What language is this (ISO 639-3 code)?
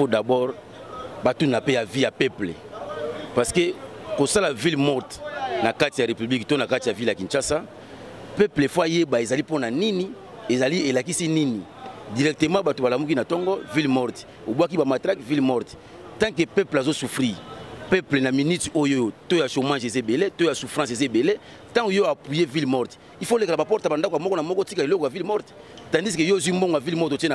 lin